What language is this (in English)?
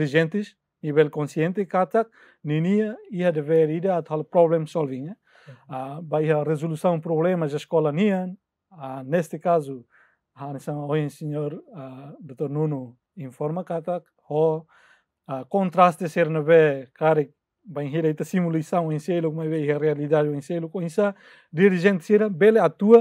Tetum